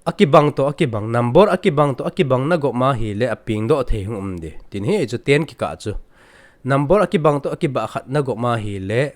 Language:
Thado Chin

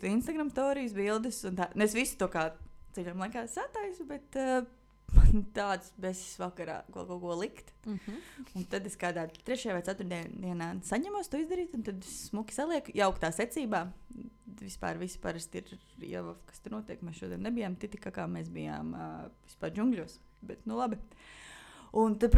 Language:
Latvian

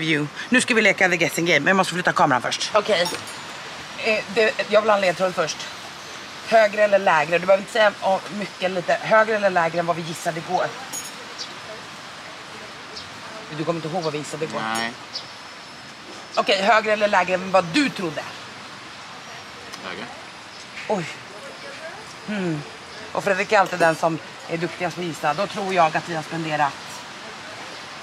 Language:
Swedish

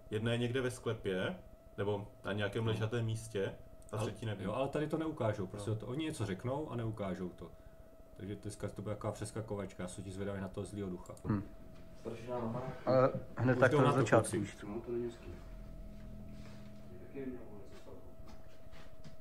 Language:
Czech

